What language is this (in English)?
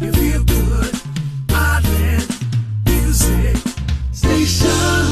Hawaiian